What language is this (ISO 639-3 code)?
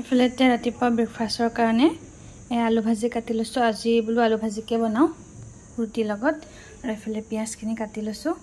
asm